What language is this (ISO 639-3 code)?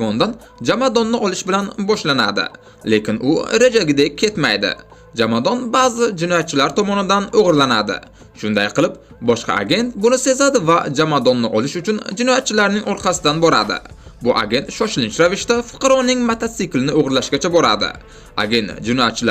uzb